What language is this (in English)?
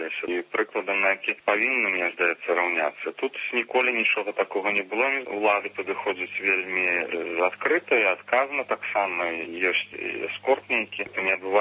Belarusian